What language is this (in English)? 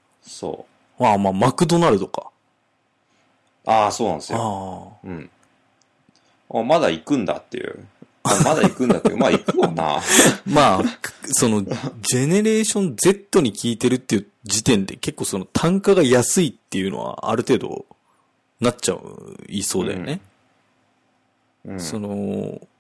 Japanese